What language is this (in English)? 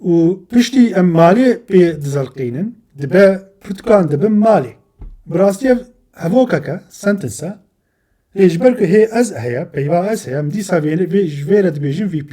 Kurdish